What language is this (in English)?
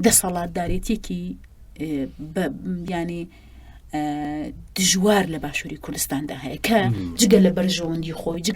Central Kurdish